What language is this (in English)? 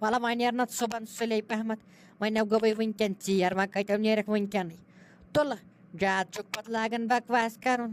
Kashmiri